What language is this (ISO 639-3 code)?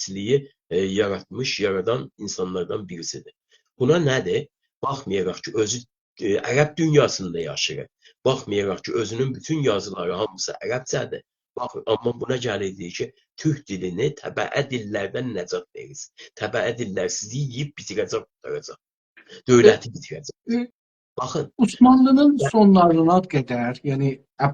azb